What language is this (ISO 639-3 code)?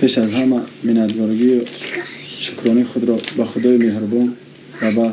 tgk